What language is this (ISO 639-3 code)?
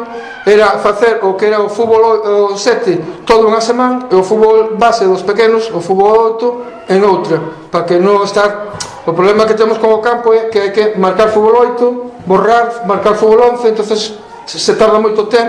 glg